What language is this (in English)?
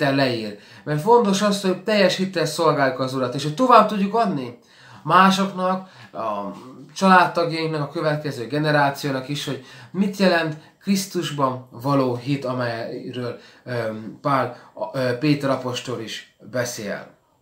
Hungarian